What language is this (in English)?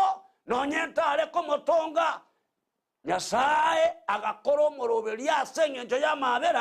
Gusii